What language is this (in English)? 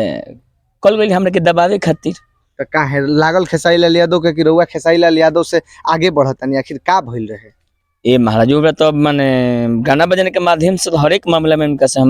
Bhojpuri